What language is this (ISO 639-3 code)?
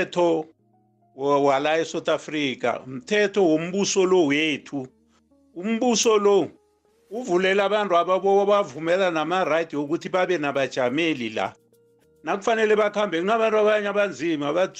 nbl